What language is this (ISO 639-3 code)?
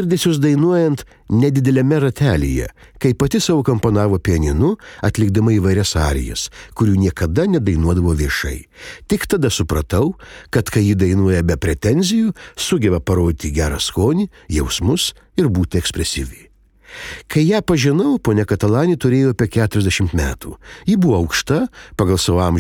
lit